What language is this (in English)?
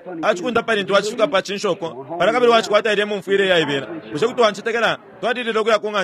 Bemba